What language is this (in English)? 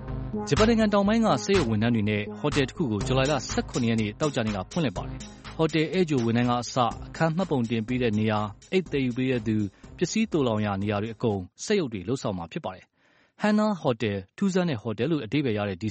Burmese